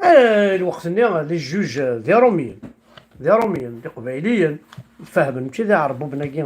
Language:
Kabyle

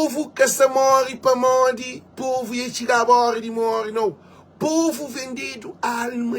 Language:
Kabuverdianu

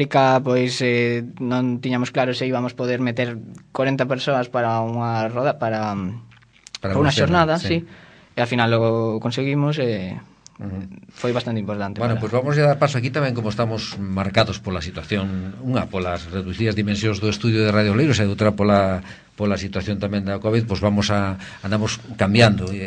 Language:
Galician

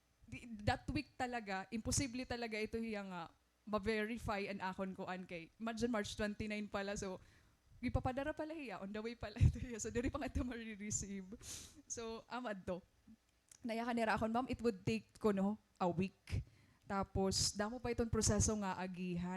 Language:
Waray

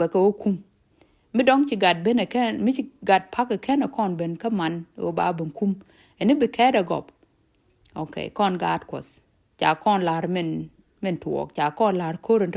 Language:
Nuer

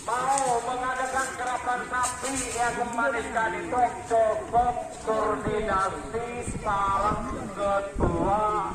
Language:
Madurese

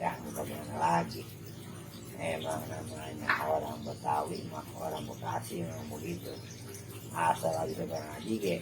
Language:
Betawi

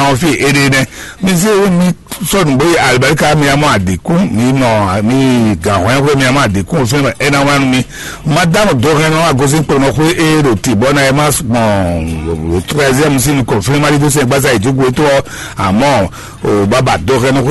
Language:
Fon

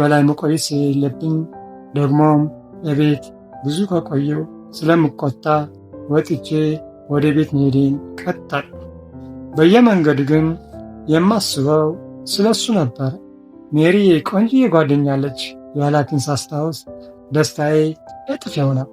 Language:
Amharic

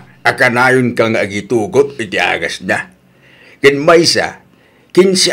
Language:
Iloko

